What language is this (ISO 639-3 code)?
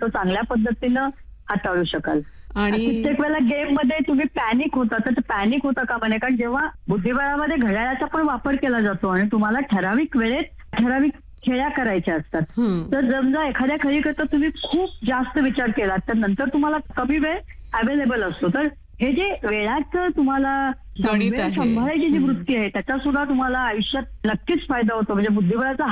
mar